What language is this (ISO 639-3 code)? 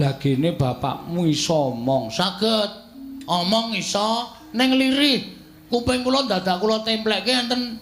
jav